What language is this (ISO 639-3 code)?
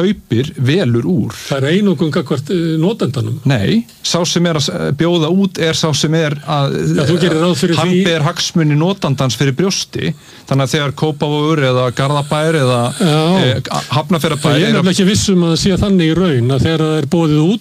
isl